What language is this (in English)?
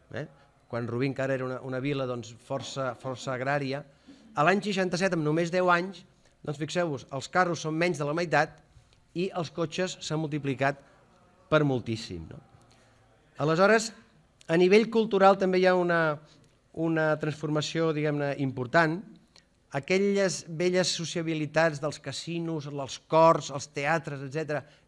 Catalan